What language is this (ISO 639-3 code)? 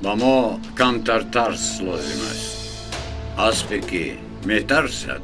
tgk